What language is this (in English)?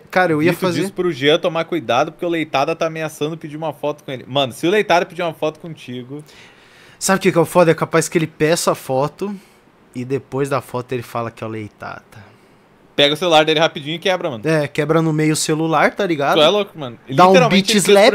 Portuguese